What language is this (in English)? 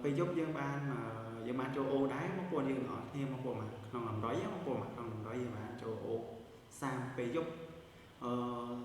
Khmer